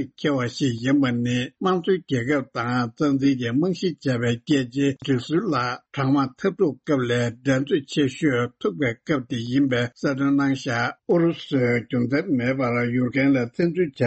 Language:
Tibetan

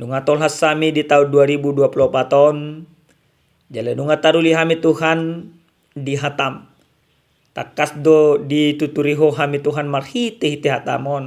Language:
Batak Toba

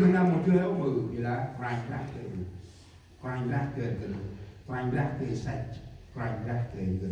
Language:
Central Mnong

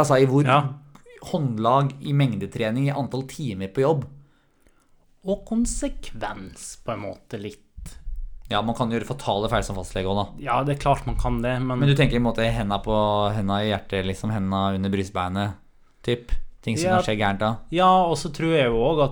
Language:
Norwegian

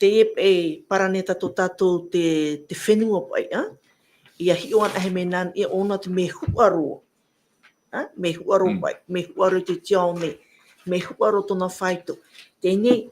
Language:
Tahitian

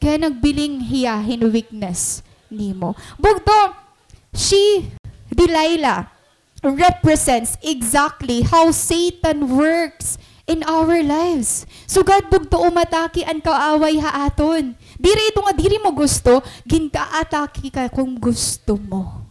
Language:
Waray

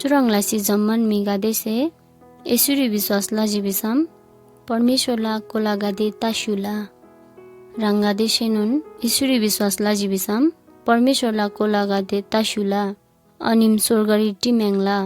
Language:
Eastern Tamang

